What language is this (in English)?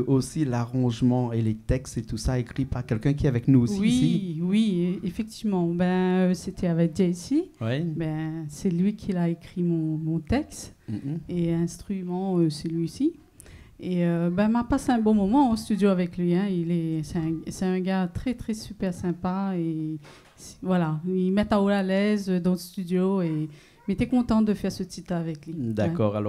Réunion Creole French